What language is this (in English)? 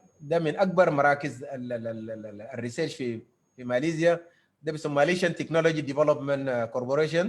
Sudanese Arabic